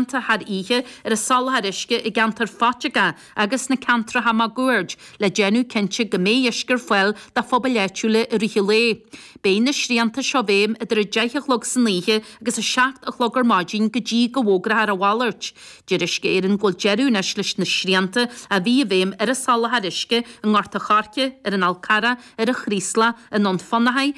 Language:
Irish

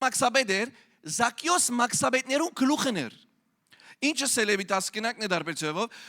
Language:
Western Armenian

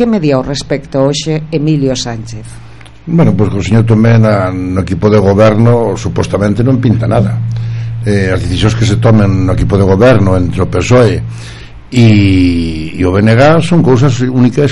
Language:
Galician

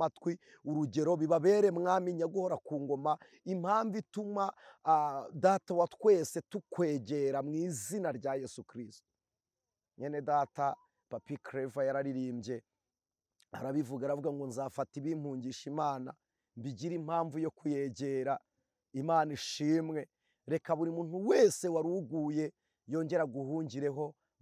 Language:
Kinyarwanda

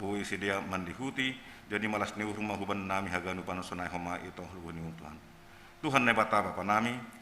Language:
Batak Simalungun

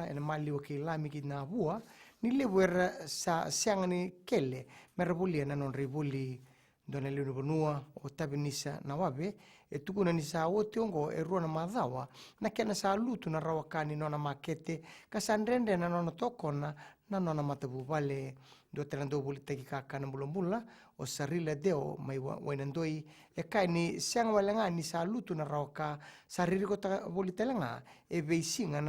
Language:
Fijian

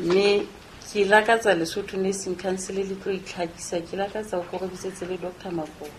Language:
Southern Sotho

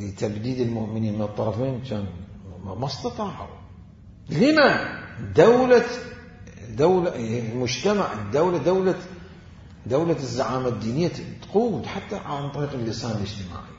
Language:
Mesopotamian Arabic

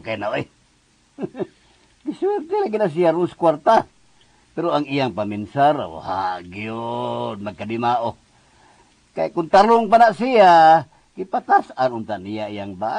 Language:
Cebuano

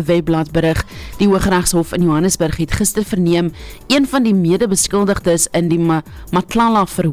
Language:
Afrikaans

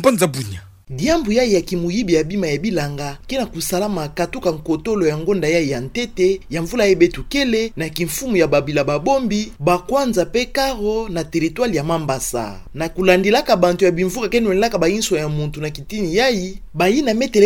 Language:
Kituba (Democratic Republic of Congo)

